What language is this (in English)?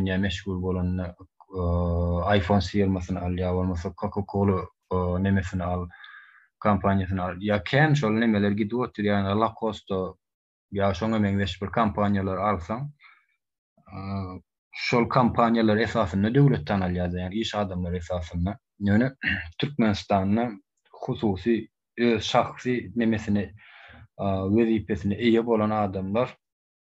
Turkmen